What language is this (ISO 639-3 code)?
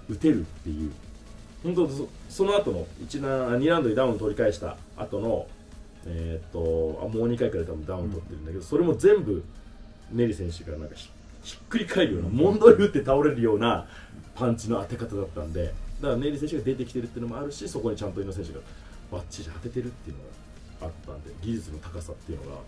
jpn